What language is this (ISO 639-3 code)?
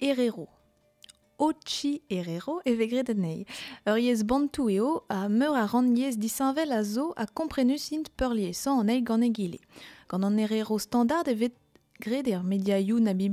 bre